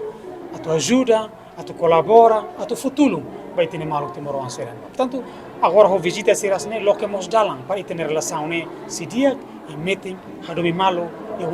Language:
Tetum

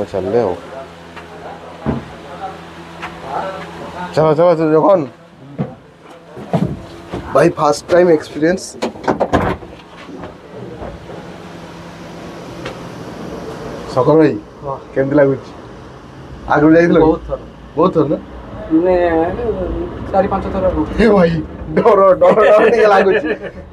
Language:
Odia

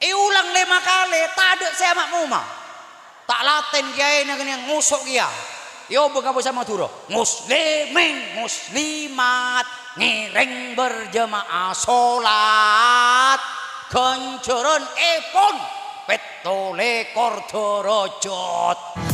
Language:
Madurese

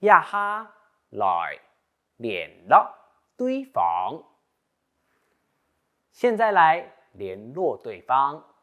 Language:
Hakka Chinese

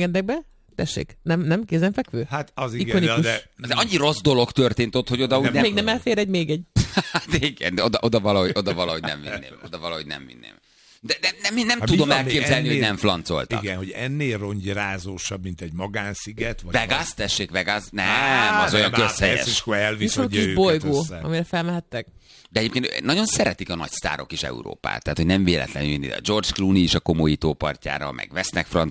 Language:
Hungarian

